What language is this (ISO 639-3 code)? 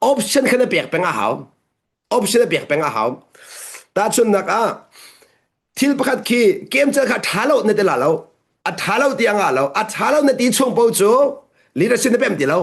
cnh